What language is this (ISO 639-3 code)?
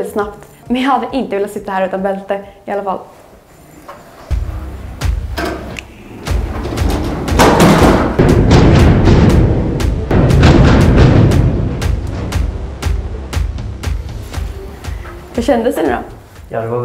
swe